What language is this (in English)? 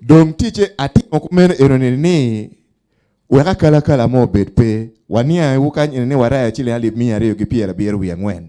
Acoli